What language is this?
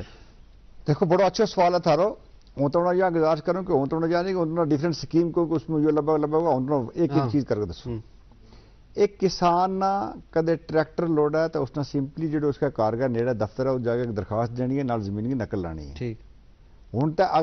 Gujari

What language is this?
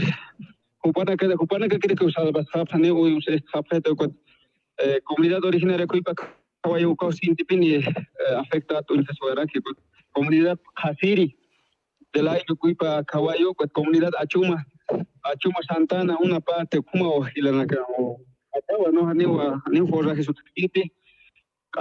Aymara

